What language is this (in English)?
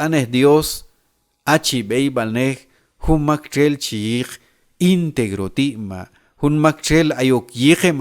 Q'anjob'al